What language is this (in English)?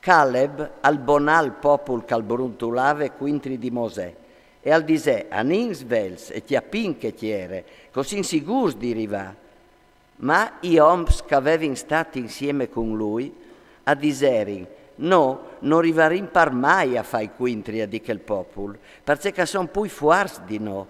Friulian